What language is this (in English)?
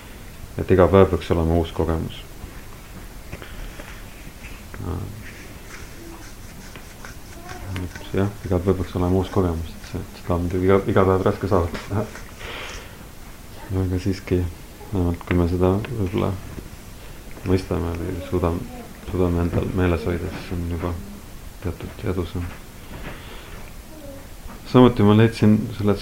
Estonian